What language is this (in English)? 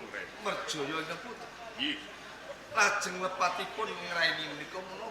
Javanese